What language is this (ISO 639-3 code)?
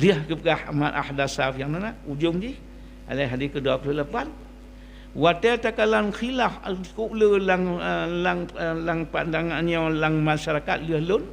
ace